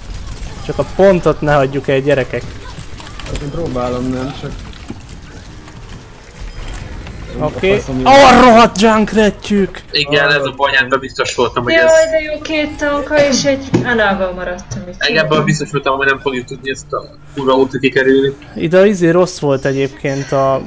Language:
Hungarian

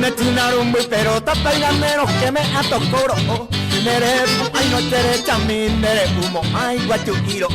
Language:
Guarani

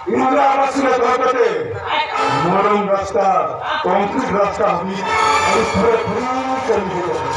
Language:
Santali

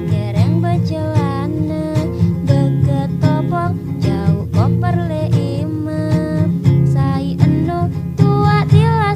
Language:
Sasak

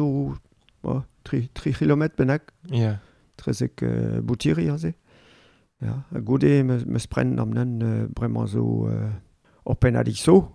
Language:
Breton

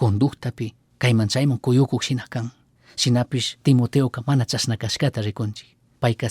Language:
Chimborazo Highland Quichua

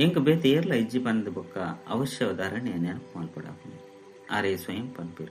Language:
Tulu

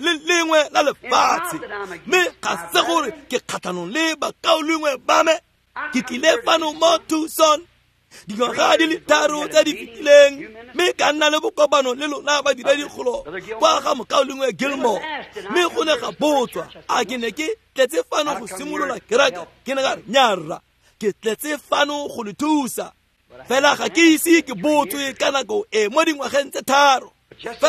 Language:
Tswana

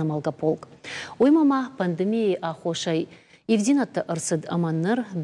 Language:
Ossetic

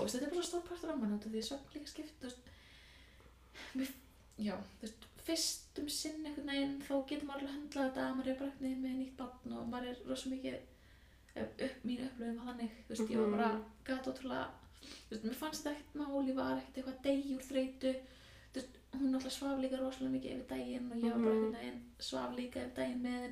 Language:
Icelandic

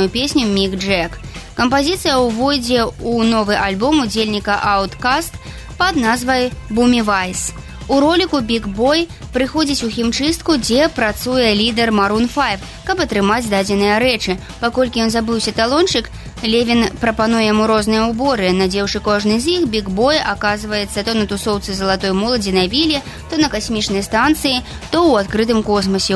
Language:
Belarusian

